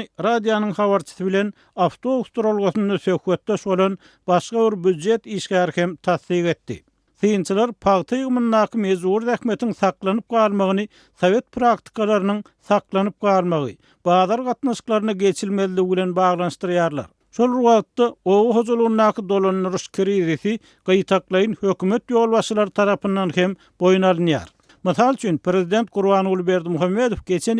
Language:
Turkmen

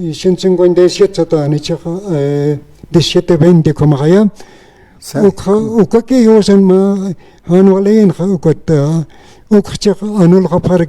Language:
Aymara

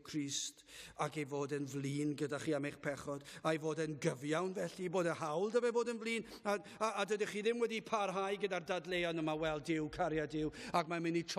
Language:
Welsh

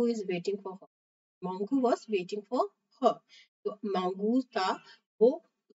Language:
English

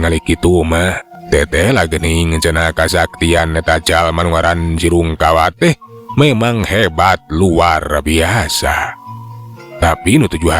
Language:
Sundanese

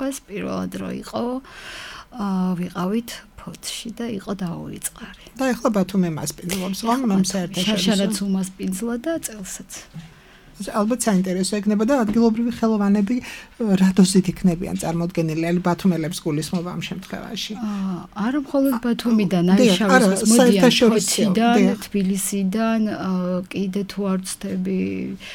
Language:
Georgian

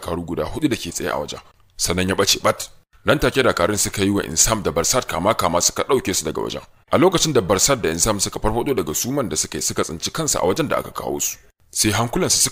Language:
Hausa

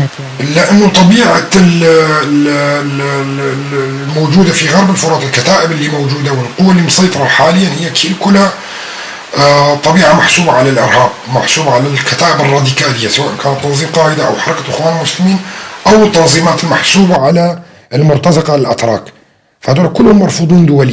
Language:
North Levantine Arabic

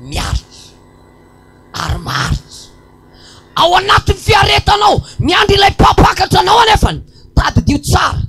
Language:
Malagasy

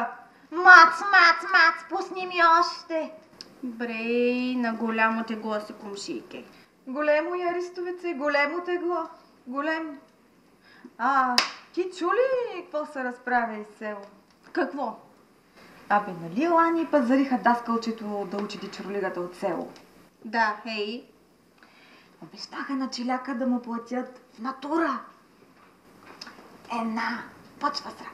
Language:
Bulgarian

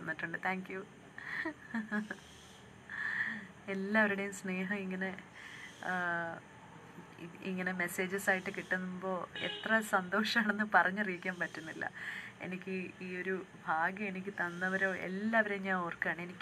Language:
Malayalam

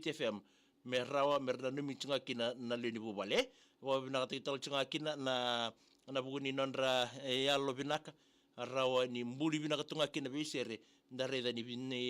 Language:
Fijian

